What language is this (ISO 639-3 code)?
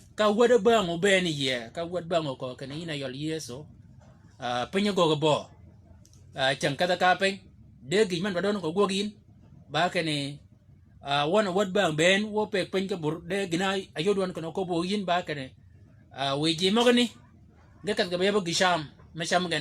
shk